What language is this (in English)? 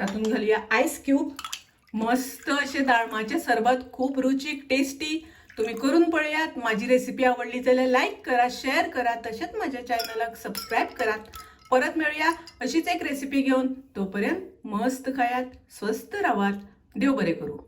Konkani